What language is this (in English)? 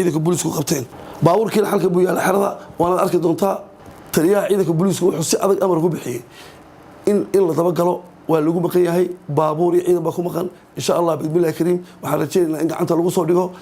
Somali